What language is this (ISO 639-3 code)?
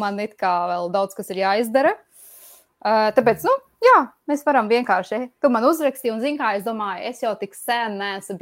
lav